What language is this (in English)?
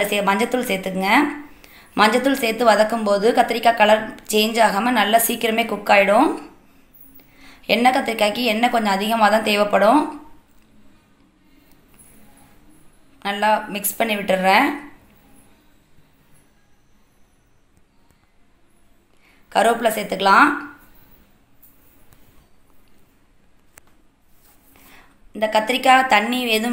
Tamil